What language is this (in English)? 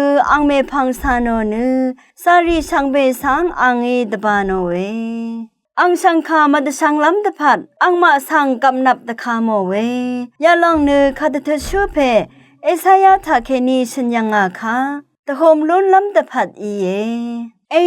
Rawang